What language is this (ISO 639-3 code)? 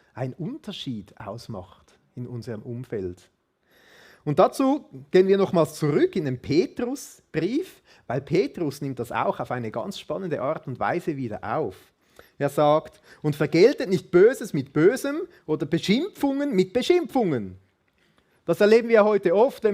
gsw